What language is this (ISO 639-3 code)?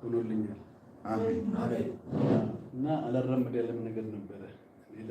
amh